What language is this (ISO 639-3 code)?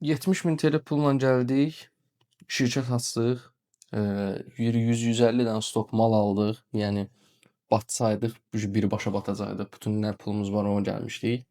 aze